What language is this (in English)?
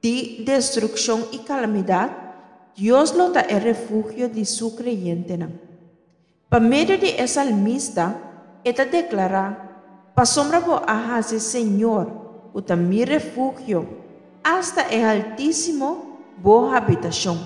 Papiamento